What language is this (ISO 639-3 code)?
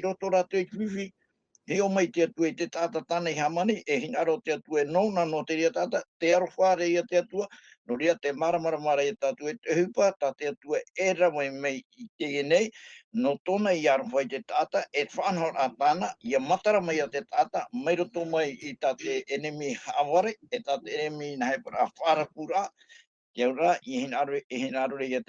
tah